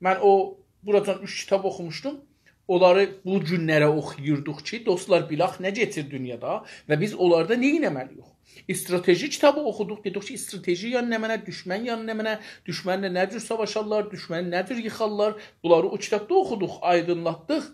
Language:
South Azerbaijani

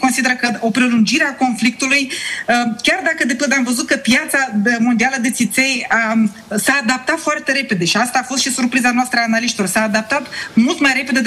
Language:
Romanian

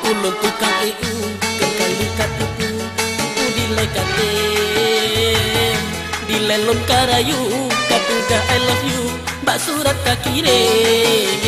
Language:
Achinese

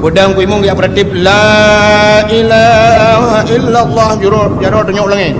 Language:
Achinese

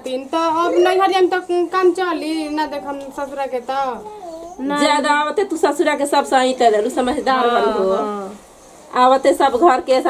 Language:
Bhojpuri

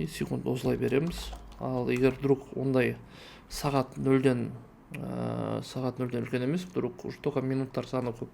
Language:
Kazakh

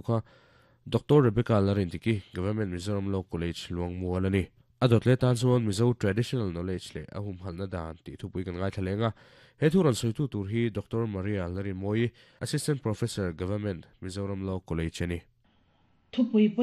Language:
Mizo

